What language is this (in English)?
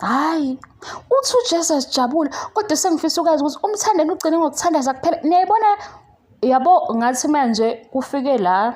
Zulu